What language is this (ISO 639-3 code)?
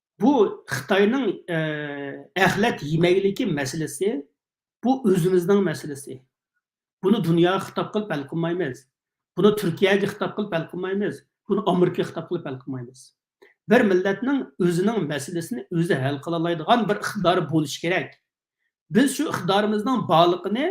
uig